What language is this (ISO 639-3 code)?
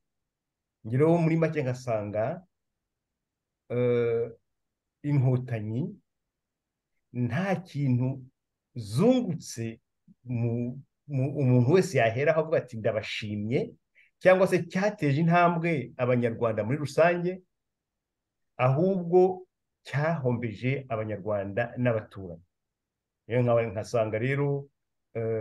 kin